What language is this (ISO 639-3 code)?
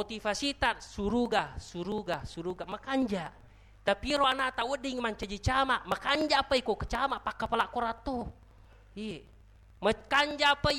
bug